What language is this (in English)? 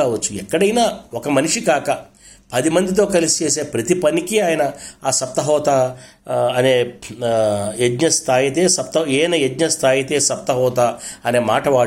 Telugu